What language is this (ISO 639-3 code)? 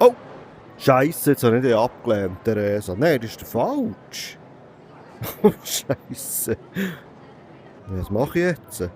gsw